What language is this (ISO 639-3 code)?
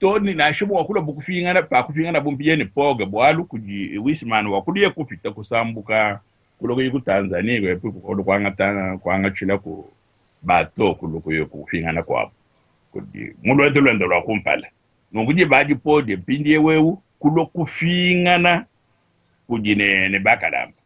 lua